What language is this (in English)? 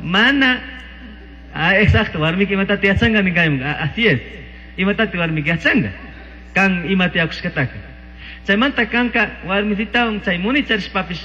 Chimborazo Highland Quichua